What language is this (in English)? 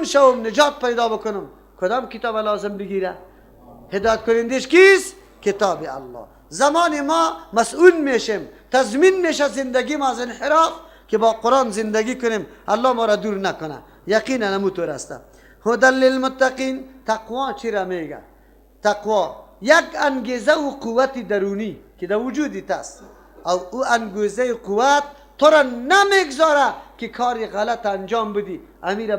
Persian